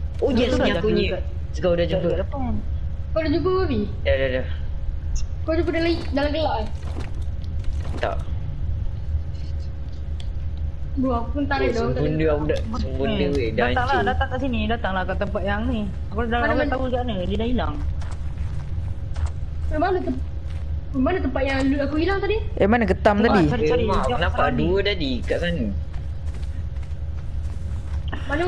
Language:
Malay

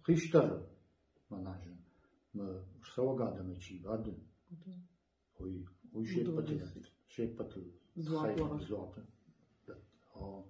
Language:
Ossetic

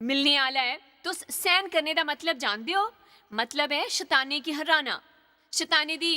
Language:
Dogri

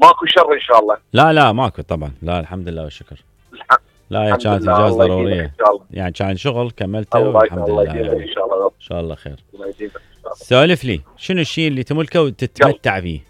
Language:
Mesopotamian Arabic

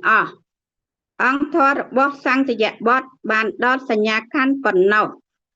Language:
Khmer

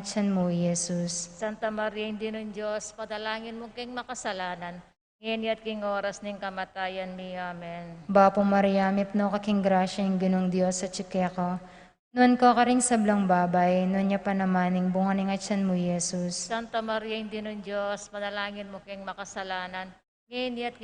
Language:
Pampanga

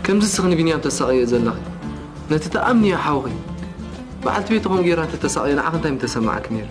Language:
Tigrinya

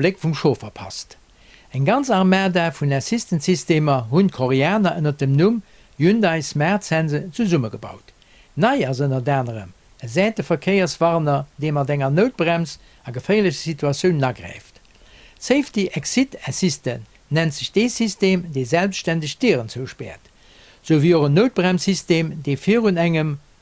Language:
Luxembourgish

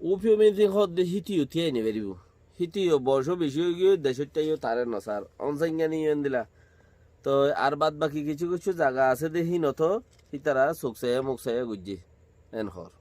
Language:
Rohingya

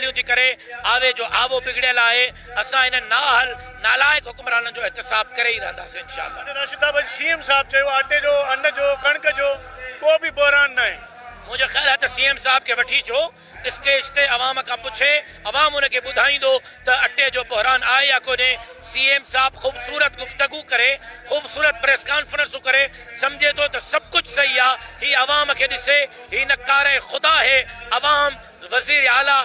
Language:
Sindhi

